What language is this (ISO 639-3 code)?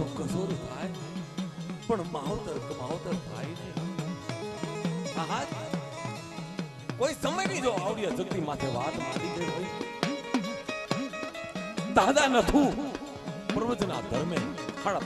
guj